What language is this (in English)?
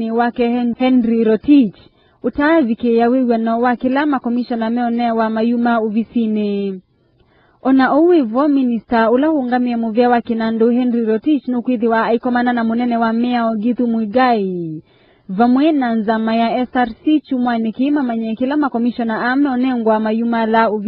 Kamba